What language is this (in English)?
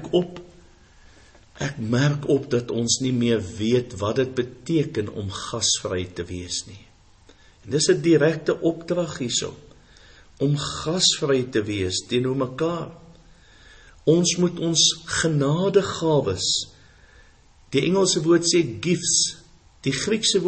Afrikaans